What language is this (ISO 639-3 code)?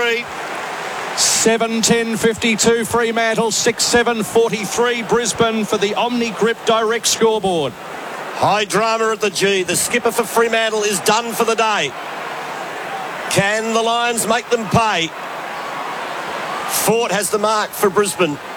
eng